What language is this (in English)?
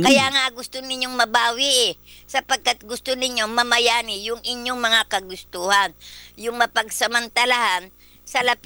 Filipino